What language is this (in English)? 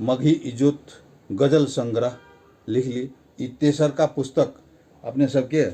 Maithili